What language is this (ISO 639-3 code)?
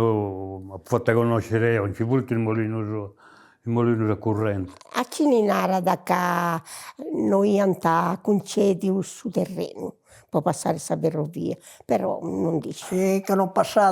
srd